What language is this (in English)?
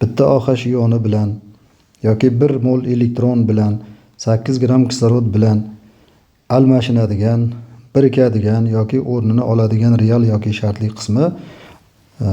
Uzbek